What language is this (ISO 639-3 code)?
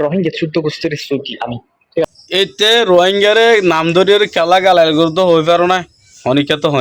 rhg